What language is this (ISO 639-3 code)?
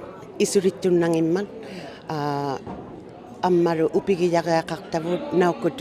iku